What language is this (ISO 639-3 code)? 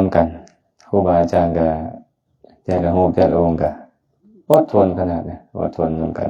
lao